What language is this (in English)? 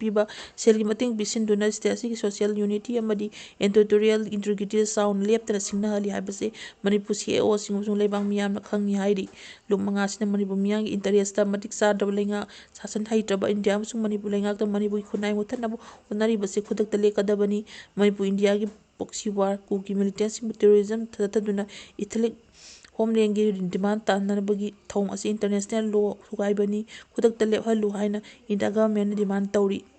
Manipuri